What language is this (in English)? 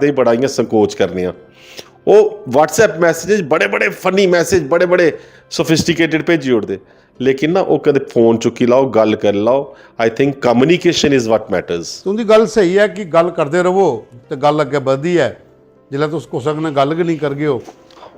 Dogri